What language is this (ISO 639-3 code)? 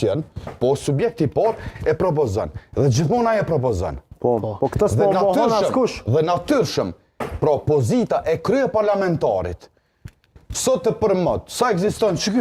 sqi